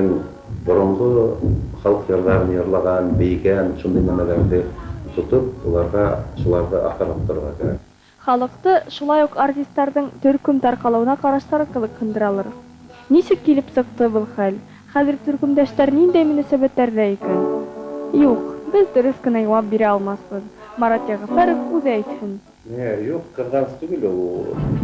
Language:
Bashkir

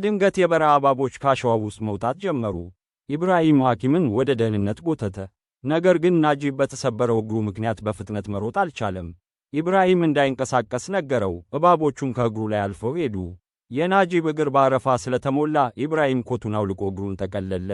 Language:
Amharic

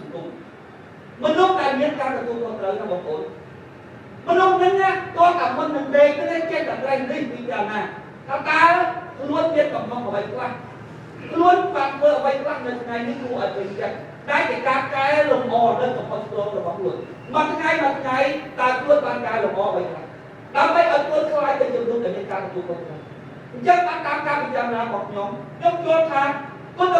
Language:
Khmer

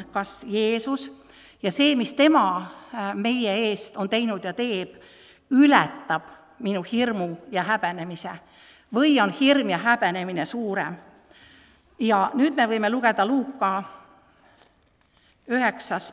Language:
Estonian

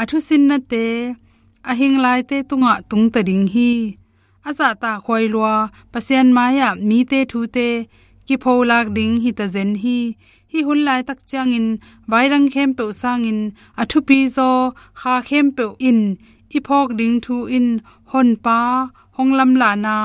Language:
Tedim Chin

